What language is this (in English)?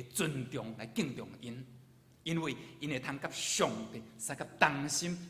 Min Nan Chinese